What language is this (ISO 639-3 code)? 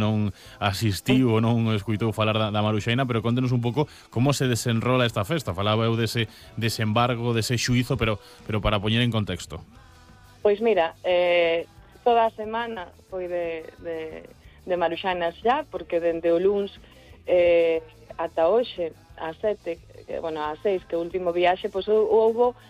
glg